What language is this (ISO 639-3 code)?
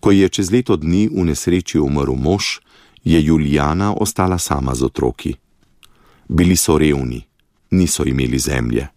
slv